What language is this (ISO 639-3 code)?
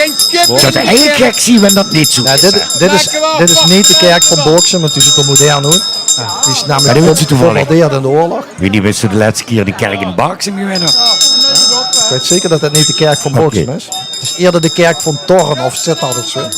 lim